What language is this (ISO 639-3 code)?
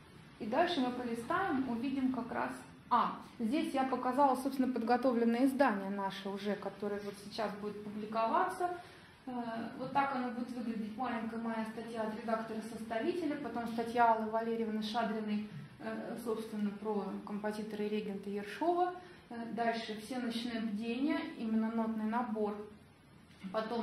rus